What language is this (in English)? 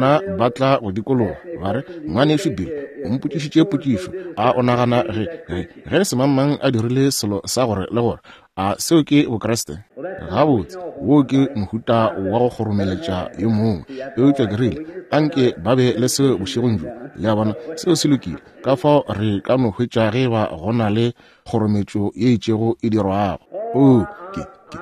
Northern Sotho